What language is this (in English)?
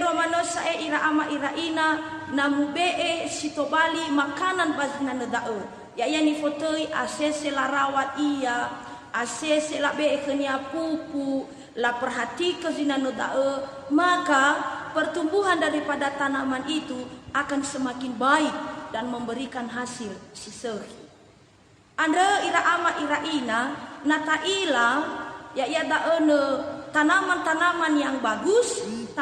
Nias